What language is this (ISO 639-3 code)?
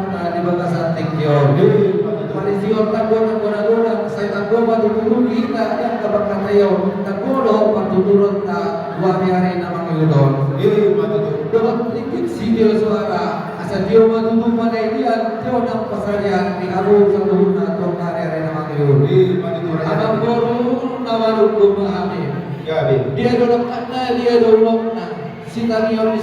bbc